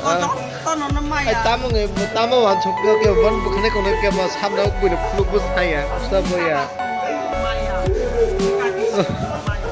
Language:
Kok Borok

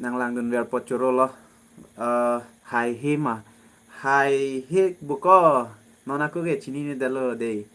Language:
Karbi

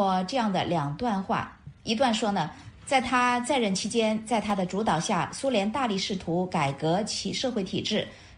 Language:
Chinese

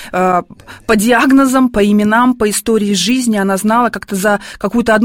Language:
Russian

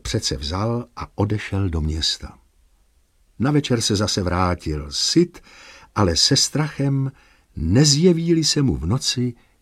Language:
Czech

